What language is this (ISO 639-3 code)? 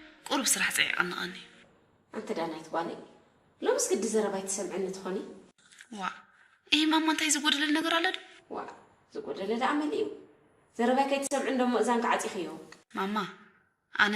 tir